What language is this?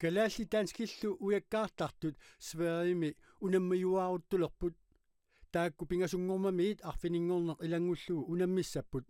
Kalaallisut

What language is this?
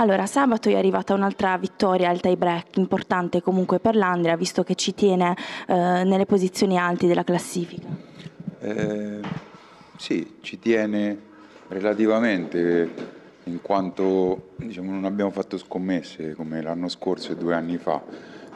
Italian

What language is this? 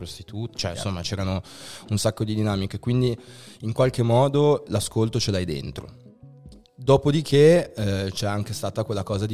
Italian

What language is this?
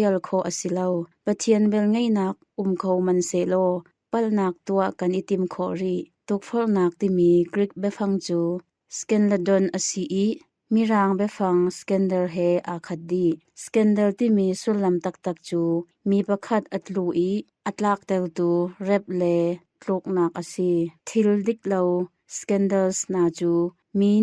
Hakha Chin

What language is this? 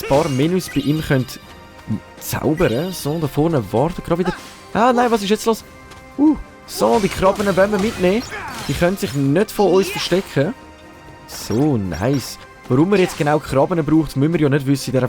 Swiss German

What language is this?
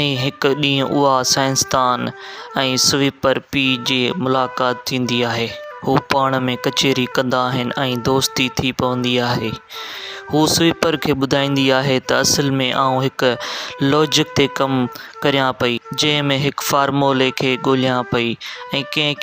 Sindhi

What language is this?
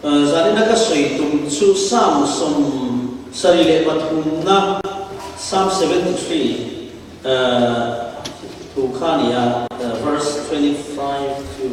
Falam Chin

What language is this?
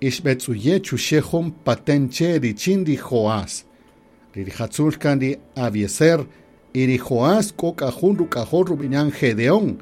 Kaqchikel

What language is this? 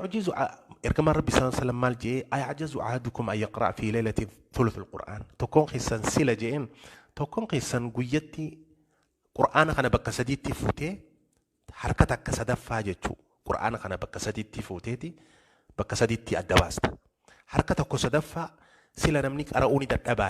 Oromo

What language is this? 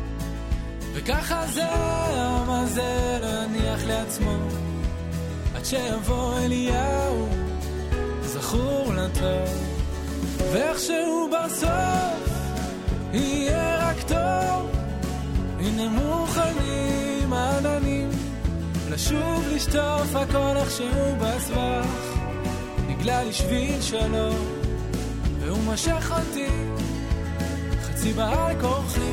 Hebrew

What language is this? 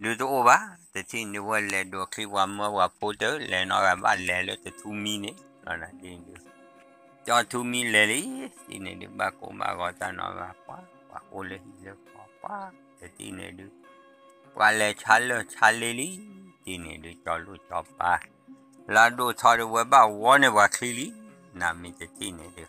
S'gaw Karen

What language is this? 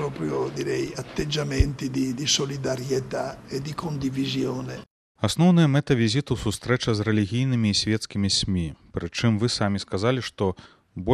Belarusian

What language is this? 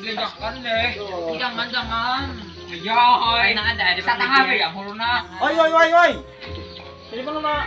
Banjar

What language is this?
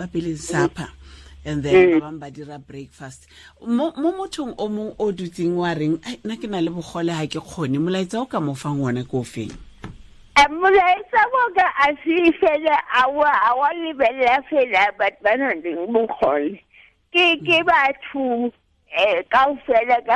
Tswana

